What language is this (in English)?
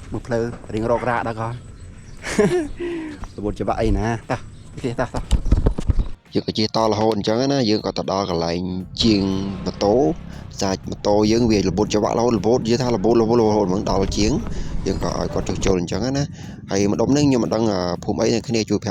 Khmer